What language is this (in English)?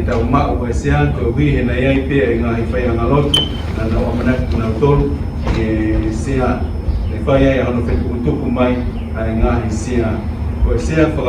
Tongan